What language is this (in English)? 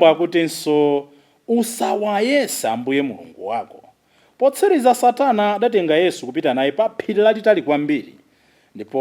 Nyanja